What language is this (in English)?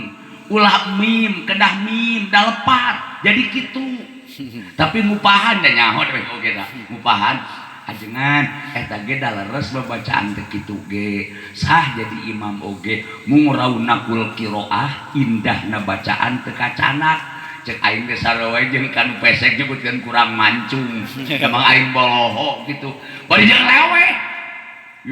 Sundanese